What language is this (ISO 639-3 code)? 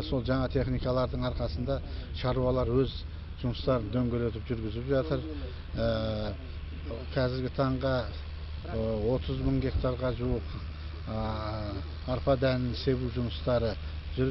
kaz